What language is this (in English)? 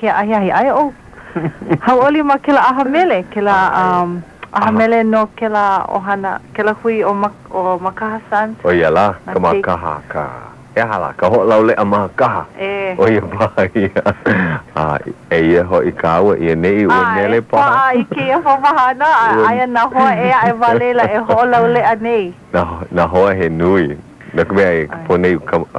Hawaiian